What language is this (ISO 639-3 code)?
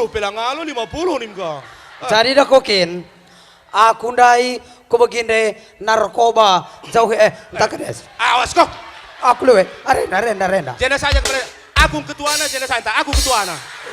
btx